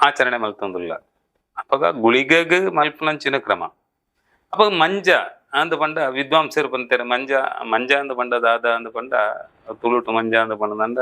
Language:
Tulu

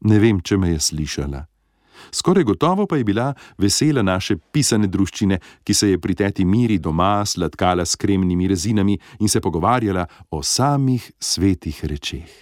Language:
Slovenian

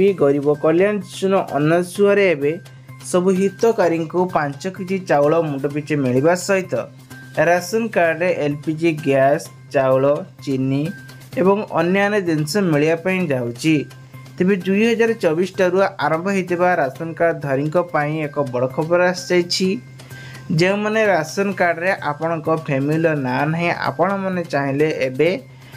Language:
Odia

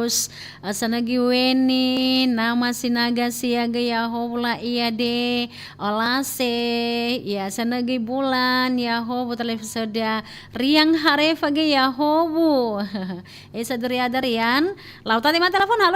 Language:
Nias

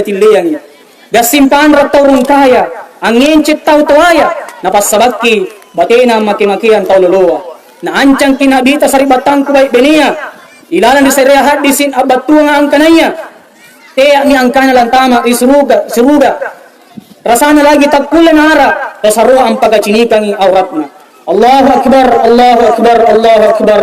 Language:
Makasar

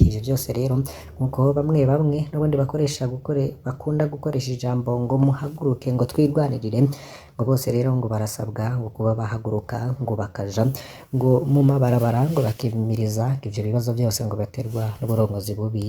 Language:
Rundi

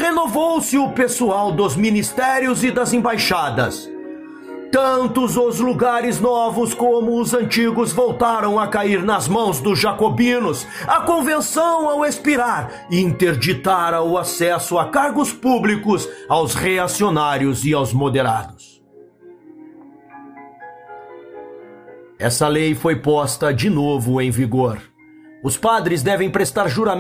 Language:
Portuguese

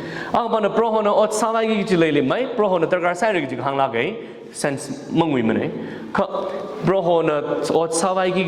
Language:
Tangkhul Naga (India)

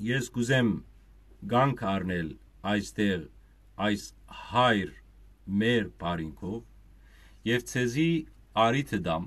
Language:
Western Armenian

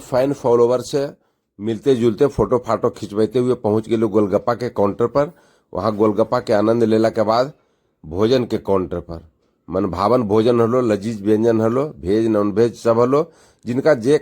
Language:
Magahi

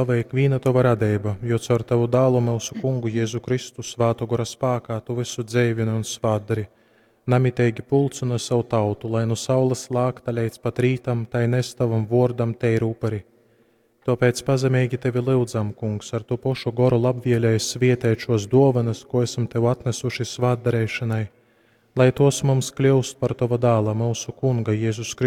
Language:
Latgalian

